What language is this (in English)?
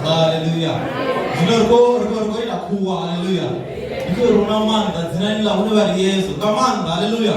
Venda